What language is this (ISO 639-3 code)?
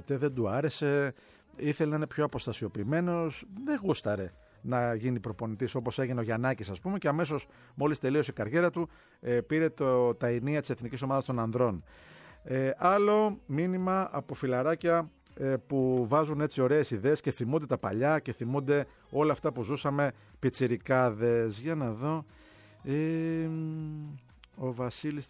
ell